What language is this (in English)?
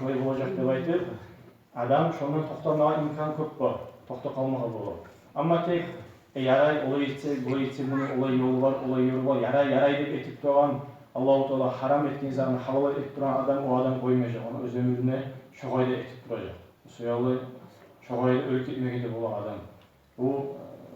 Kumyk